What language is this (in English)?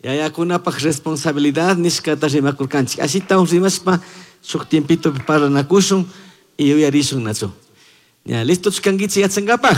Chimborazo Highland Quichua